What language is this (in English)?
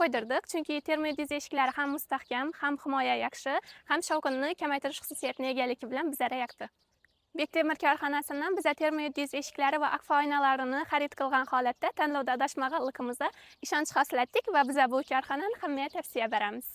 Uzbek